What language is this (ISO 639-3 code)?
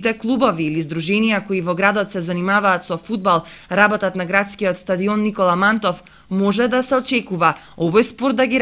mkd